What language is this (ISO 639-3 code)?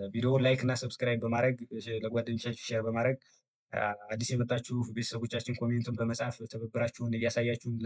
amh